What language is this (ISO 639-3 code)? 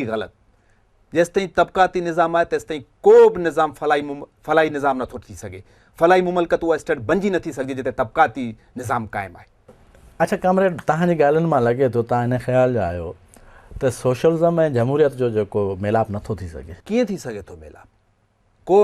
snd